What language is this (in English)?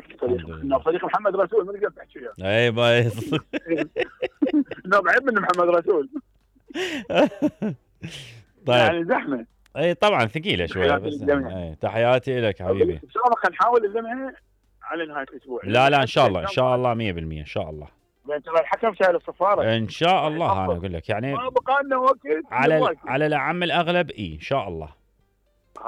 Mesopotamian Arabic